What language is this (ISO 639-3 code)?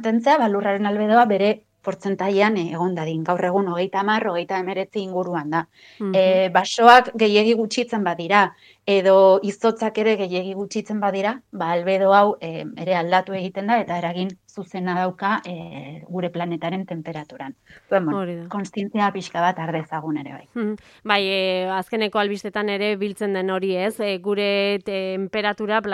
eus